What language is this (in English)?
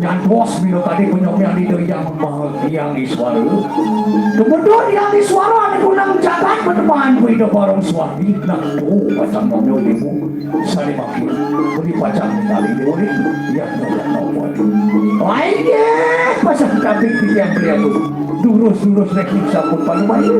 Balinese